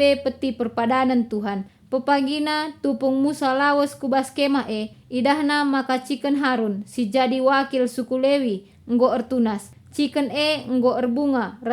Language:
Batak Karo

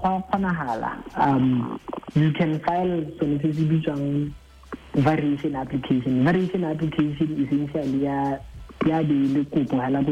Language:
Tswana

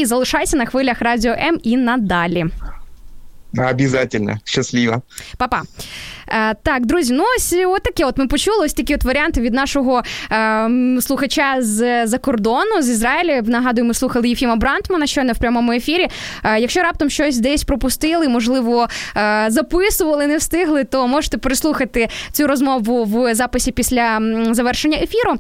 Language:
Ukrainian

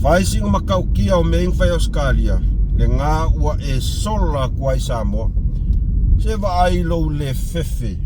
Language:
Samoan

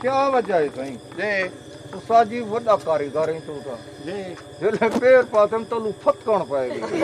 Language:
Saraiki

